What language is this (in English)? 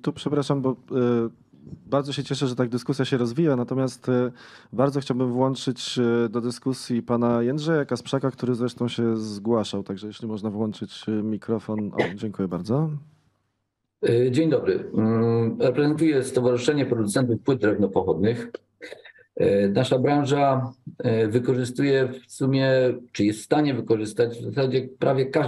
Polish